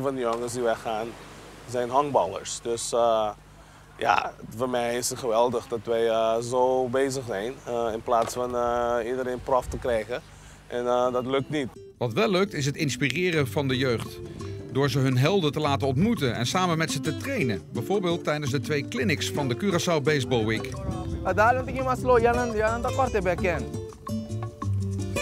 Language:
Dutch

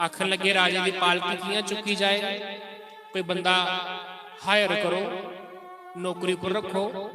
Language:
Dogri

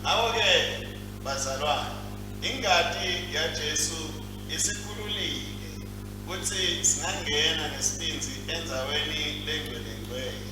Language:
Swati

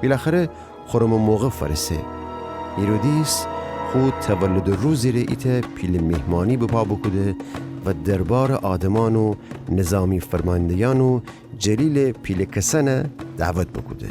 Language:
Gilaki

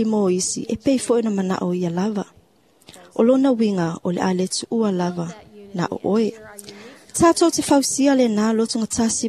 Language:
Samoan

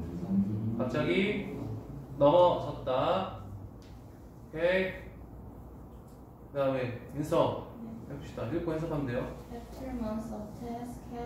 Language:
Korean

